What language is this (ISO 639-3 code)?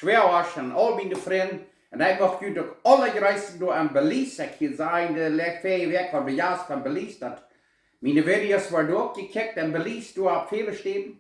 pdt